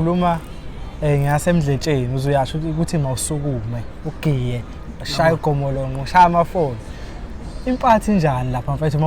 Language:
Zulu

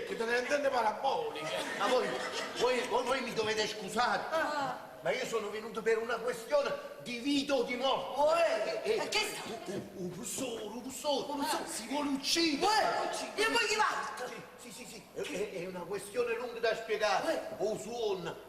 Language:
Neapolitan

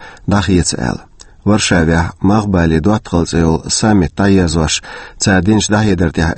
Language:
Chechen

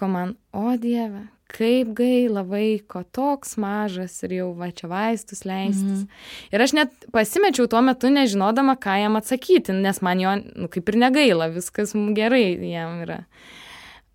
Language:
Lithuanian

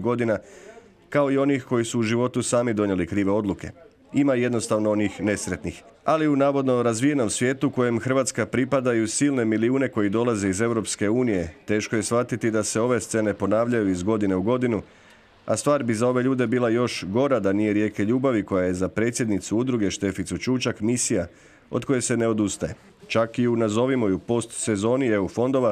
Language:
Croatian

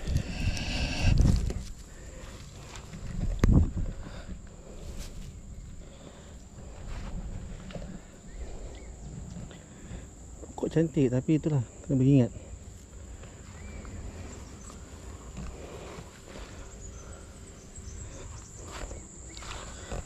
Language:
Malay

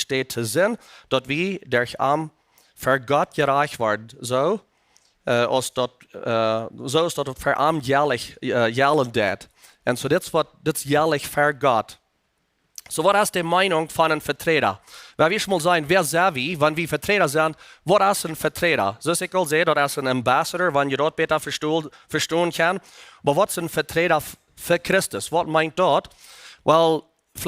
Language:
Plautdietsch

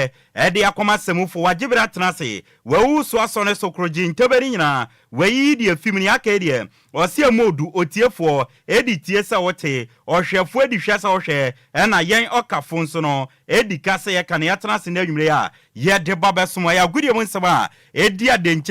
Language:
Akan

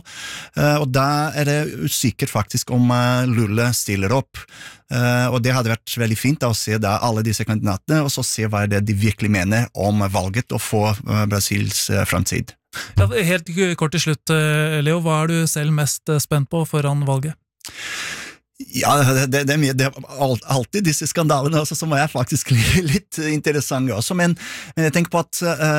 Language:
Norwegian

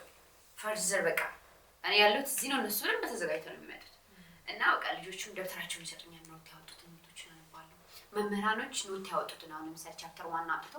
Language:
Amharic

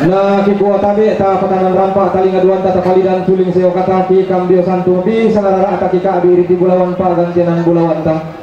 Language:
Toraja-Sa'dan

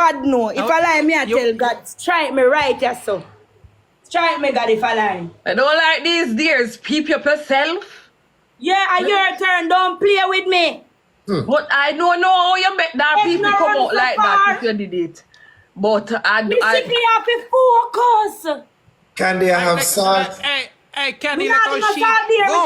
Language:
Jamaican Creole English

